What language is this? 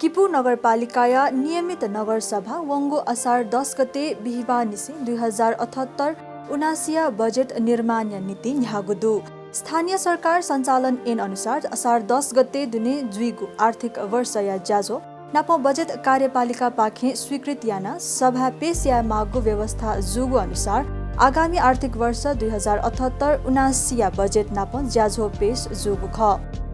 Newari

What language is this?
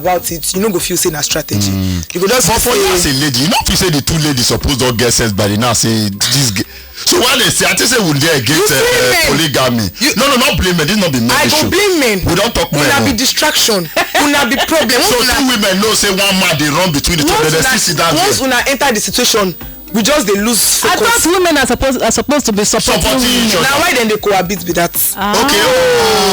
Nigerian Pidgin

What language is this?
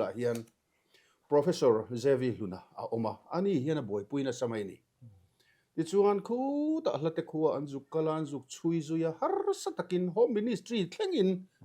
Mizo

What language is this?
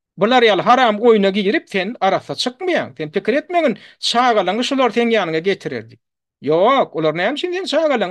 Turkmen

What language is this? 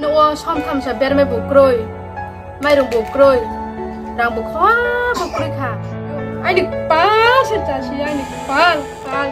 Riang (India)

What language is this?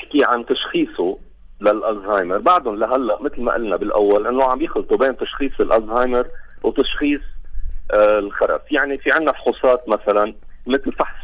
North Levantine Arabic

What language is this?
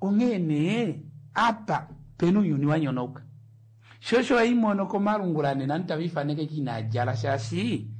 Kuanyama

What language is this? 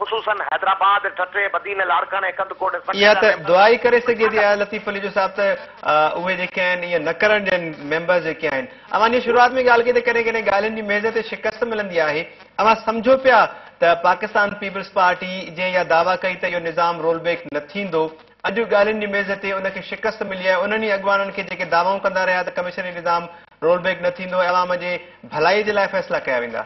Sindhi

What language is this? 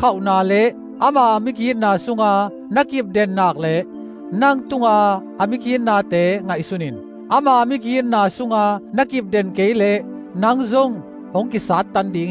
Tedim Chin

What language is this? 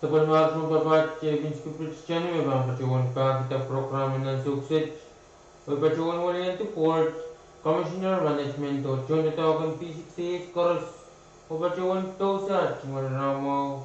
Pohnpeian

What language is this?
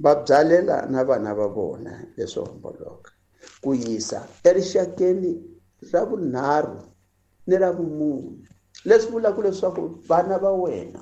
Tsonga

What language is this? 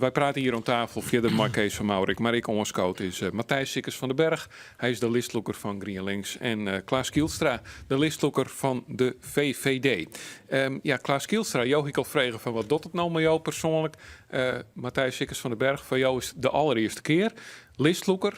Western Frisian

